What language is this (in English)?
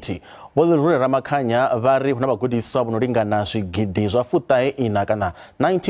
Venda